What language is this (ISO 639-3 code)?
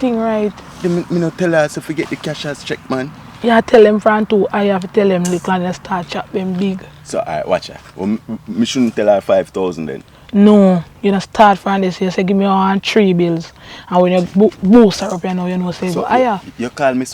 jam